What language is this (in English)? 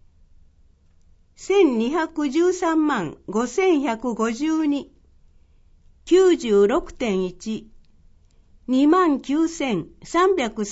Japanese